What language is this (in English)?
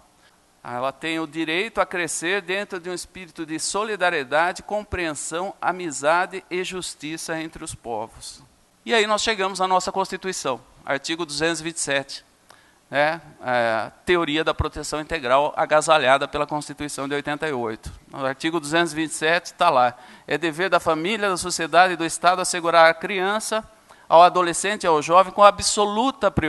Portuguese